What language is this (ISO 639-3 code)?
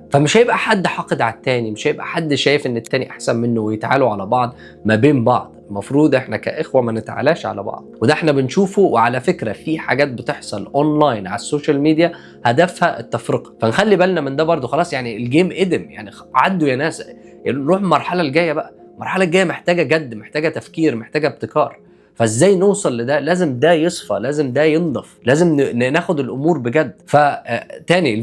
arz